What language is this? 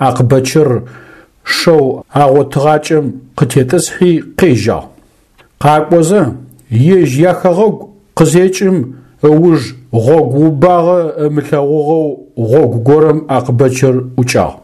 Adyghe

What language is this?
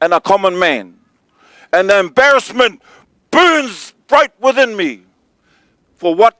Māori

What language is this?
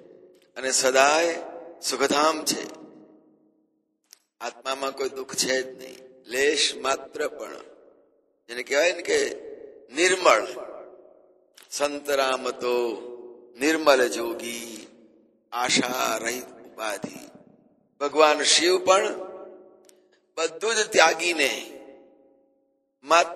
Gujarati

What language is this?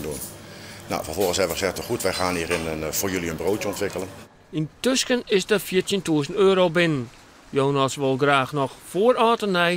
Western Frisian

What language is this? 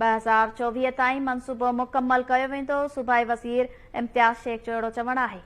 Sindhi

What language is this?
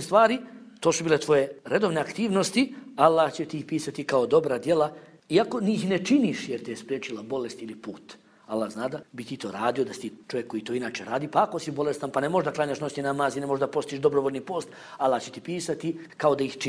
Bosnian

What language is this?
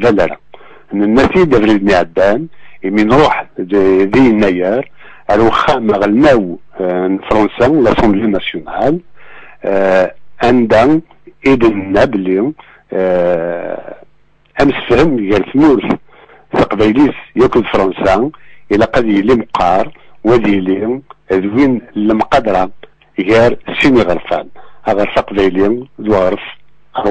Kabyle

